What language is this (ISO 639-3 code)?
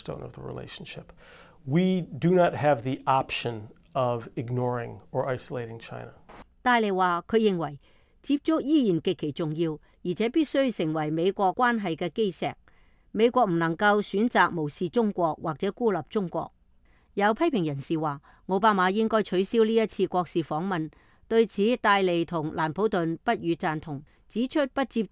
yue